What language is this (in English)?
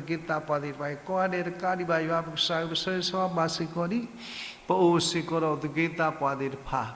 S'gaw Karen